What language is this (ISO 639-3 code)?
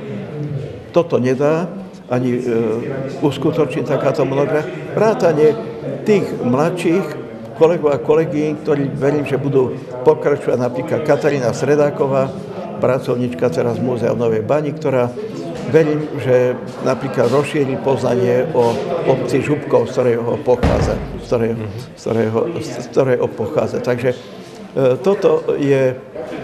slk